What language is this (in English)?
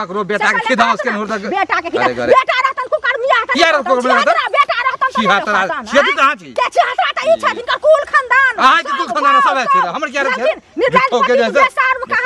Maithili